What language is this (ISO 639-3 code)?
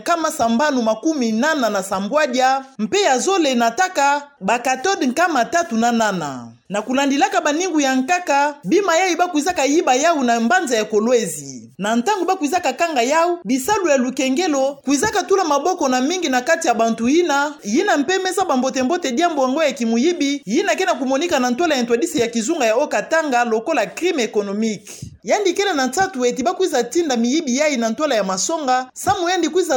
ktu